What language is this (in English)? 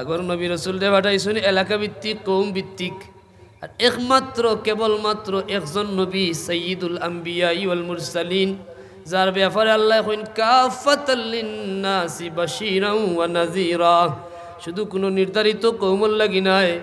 Sylheti